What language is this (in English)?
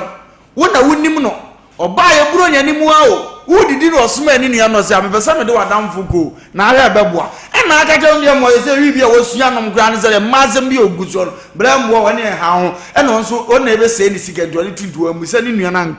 Akan